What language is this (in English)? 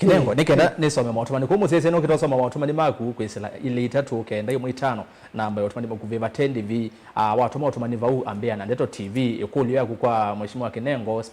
Kamba